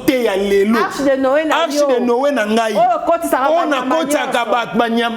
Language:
Lingala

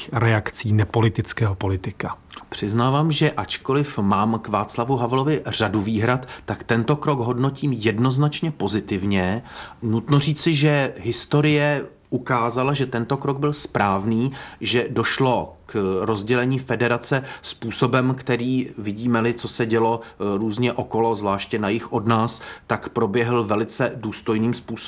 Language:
Czech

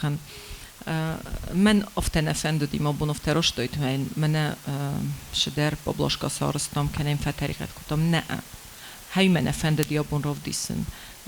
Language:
Ossetic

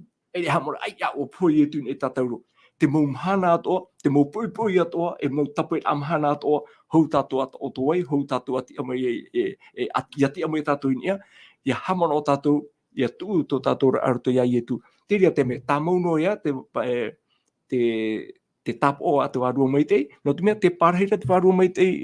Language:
Tahitian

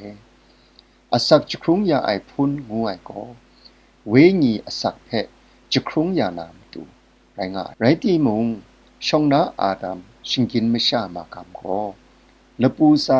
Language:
Kachin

